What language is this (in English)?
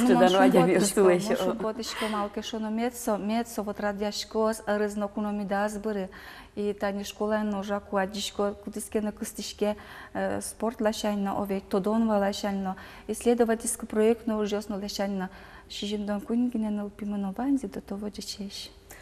Udmurt